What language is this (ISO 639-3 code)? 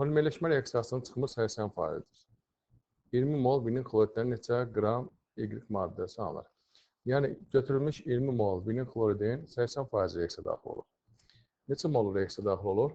aze